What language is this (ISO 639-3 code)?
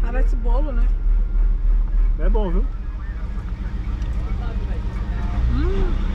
por